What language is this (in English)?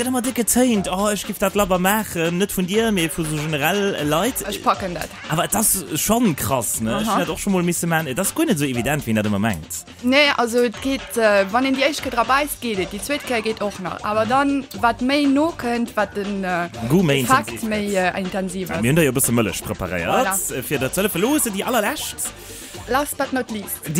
Luxembourgish